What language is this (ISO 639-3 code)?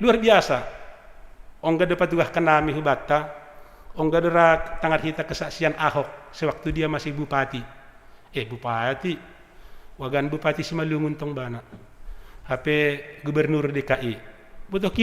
bts